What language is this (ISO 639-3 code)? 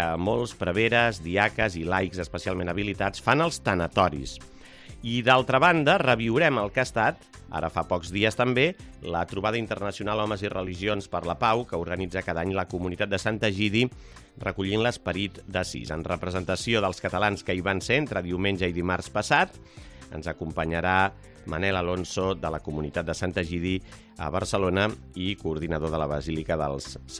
cat